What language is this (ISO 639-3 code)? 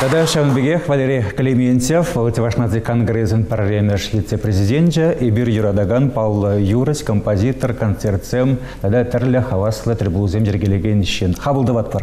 chv